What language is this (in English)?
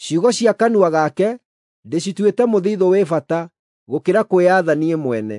Kikuyu